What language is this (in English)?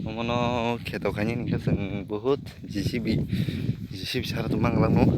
Kok Borok